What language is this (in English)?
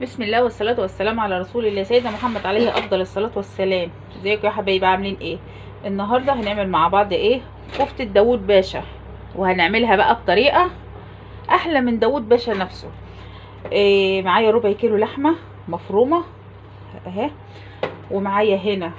Egyptian Arabic